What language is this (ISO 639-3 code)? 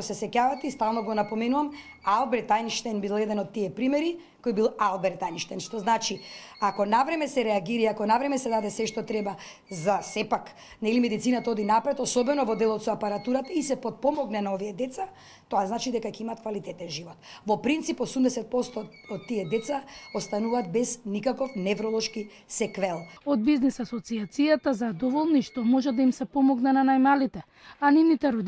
mkd